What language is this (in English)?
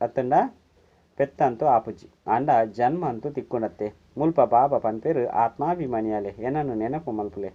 Tulu